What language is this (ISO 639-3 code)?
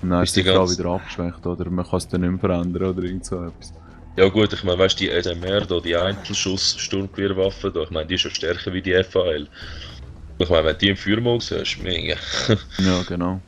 gsw